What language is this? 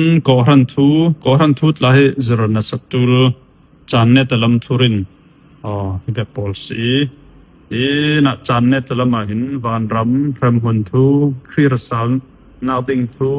Falam Chin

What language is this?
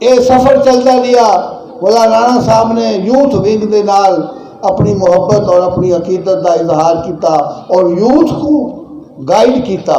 Saraiki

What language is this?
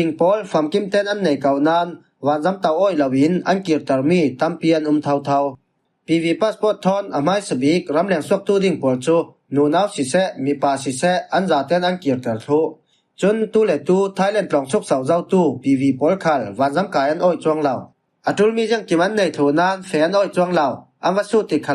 Falam Chin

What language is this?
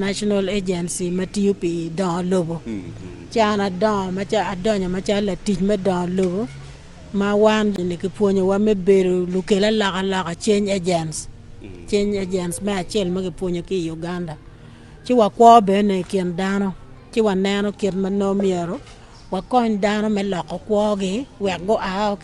Acoli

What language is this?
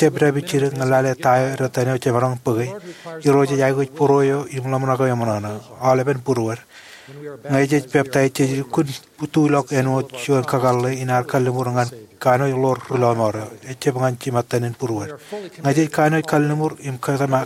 Marshallese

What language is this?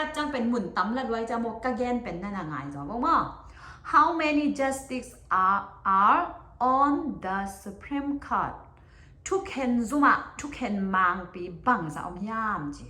Tedim Chin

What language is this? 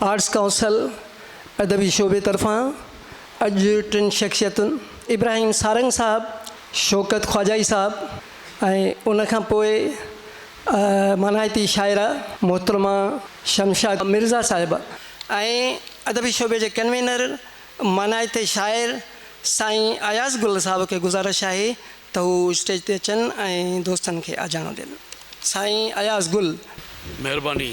Sindhi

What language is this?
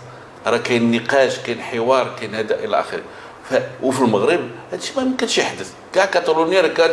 Moroccan Arabic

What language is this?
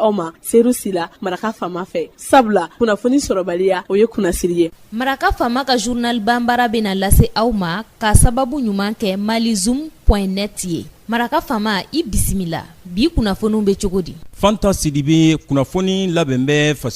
Bambara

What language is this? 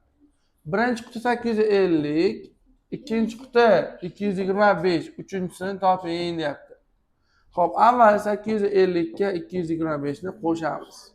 Uzbek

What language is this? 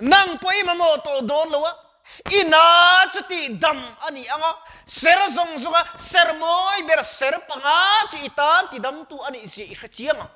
Mizo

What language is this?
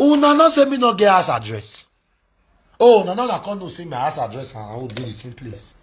Nigerian Pidgin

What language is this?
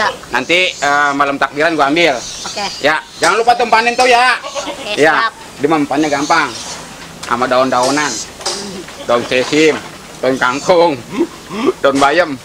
Betawi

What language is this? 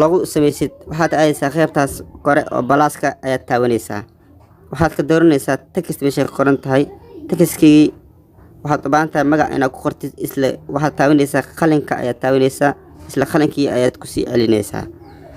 Somali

